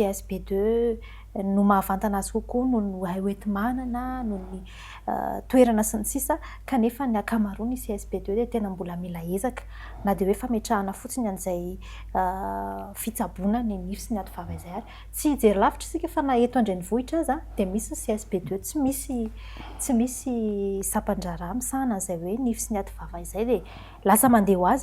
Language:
Malagasy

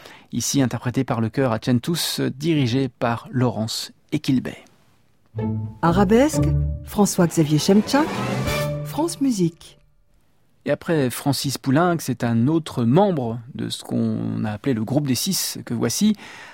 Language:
French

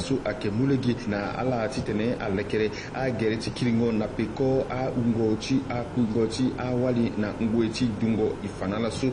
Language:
Sango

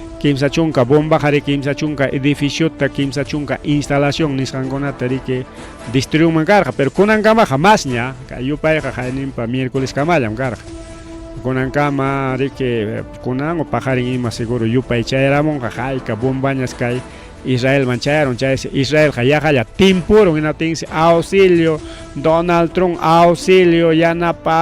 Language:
Ayacucho Quechua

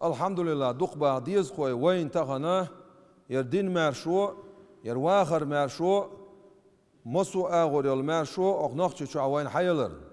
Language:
Chechen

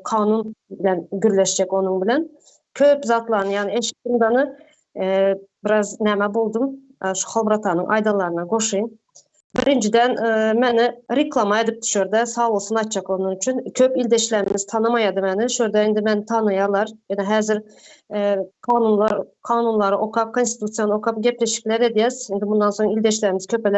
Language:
Turkmen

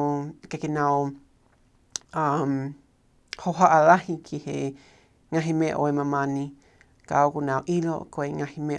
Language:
Tongan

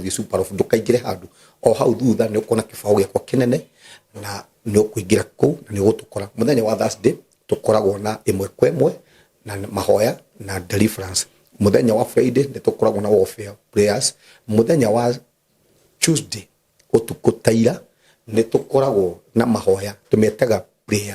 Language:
Kikuyu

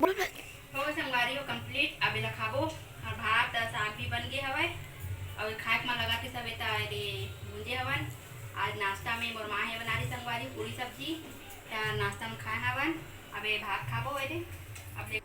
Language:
Chhattisgarhi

